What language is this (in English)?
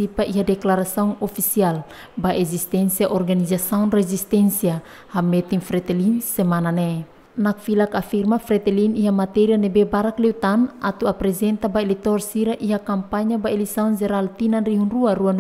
Tetum